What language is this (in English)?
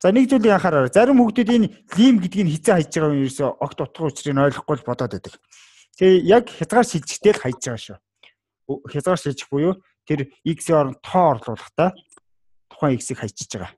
Mongolian